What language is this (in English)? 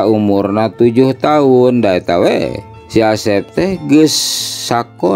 Sundanese